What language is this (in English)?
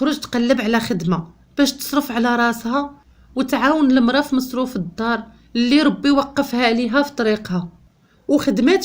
Moroccan Arabic